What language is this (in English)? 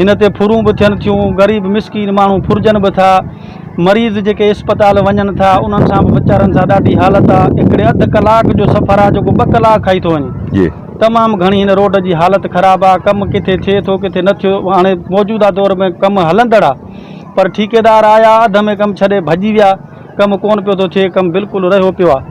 Sindhi